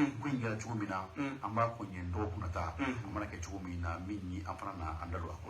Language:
Bambara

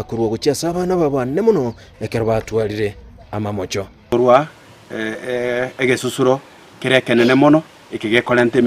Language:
Gusii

